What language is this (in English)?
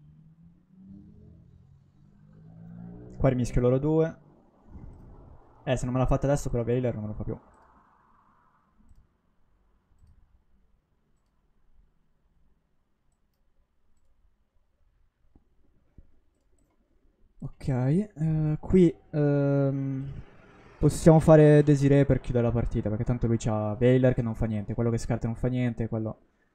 Italian